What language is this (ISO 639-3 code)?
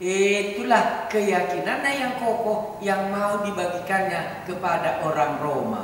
btx